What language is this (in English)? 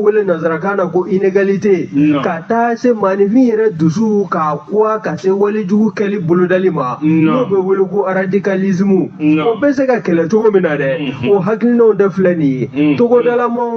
Bambara